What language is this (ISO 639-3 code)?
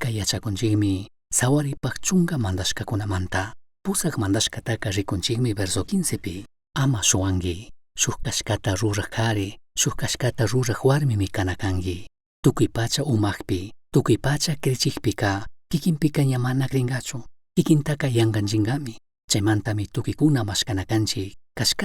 qug